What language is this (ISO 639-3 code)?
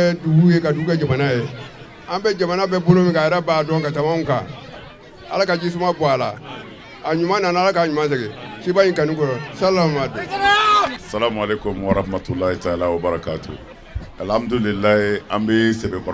bam